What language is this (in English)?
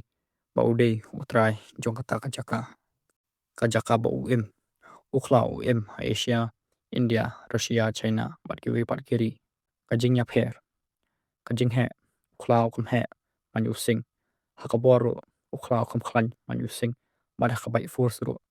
Khasi